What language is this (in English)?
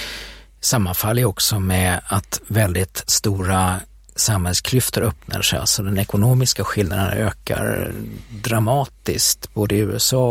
Swedish